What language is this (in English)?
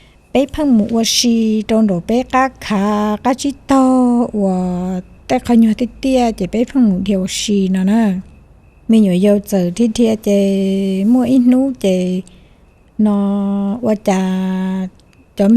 Hmong